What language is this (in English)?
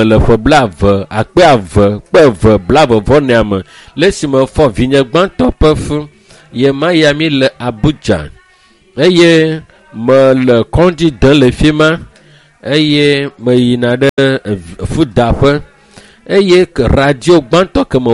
Ewe